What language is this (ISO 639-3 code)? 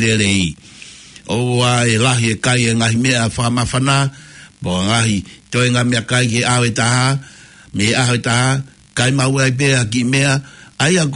ton